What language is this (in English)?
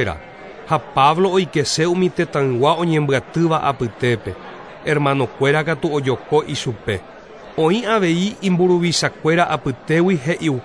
Guarani